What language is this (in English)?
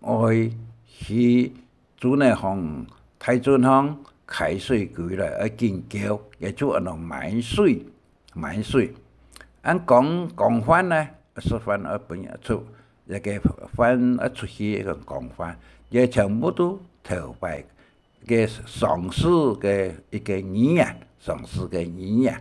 Hakka Chinese